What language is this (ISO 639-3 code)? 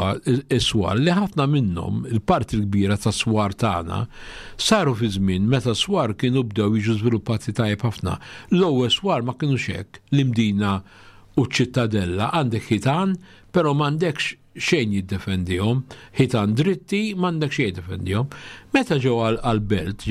mlt